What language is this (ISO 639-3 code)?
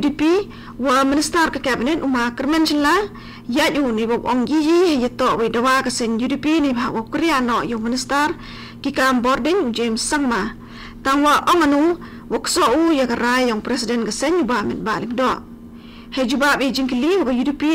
kha